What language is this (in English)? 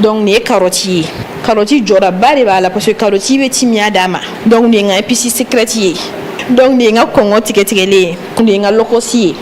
Bambara